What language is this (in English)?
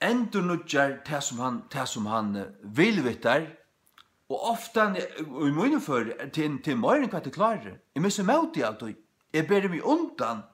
Faroese